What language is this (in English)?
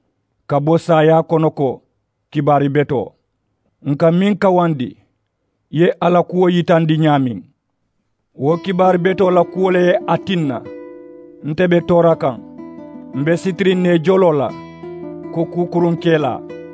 Mandingo